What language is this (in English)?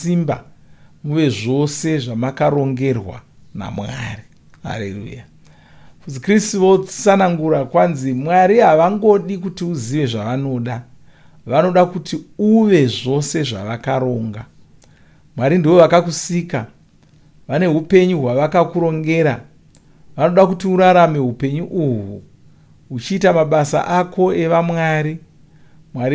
Shona